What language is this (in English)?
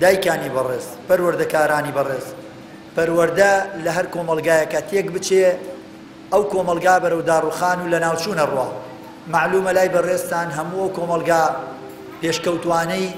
Central Kurdish